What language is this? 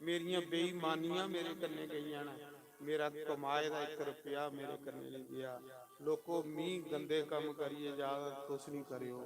Dogri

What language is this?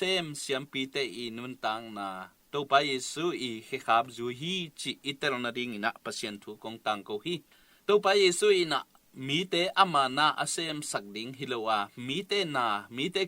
Tedim Chin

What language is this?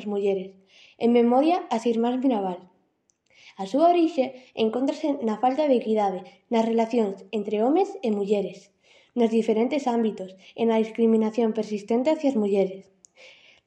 Galician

